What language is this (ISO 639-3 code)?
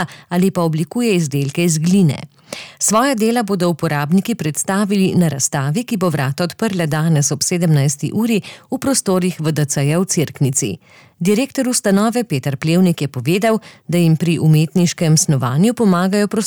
slv